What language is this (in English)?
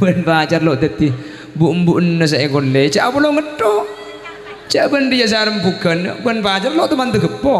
Madurese